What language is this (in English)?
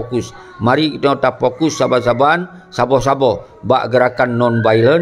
Achinese